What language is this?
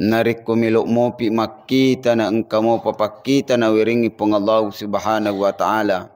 Buginese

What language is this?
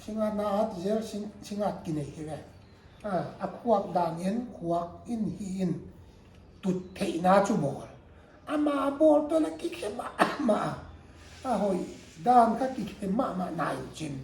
Paite Chin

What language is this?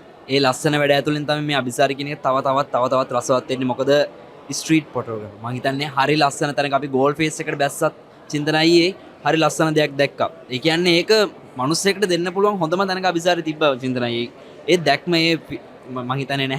Sinhala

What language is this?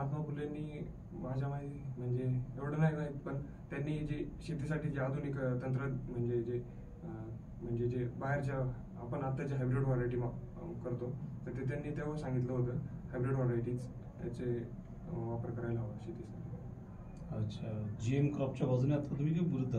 Marathi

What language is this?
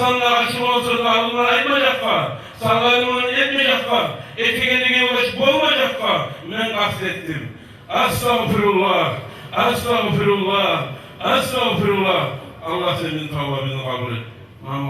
Kumyk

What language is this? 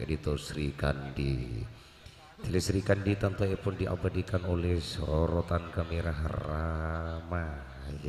Madurese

